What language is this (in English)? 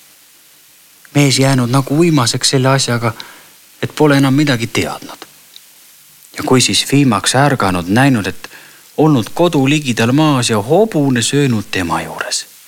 Estonian